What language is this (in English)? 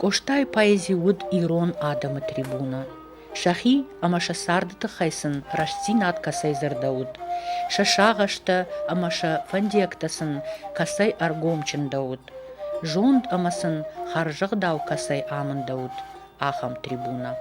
Ossetic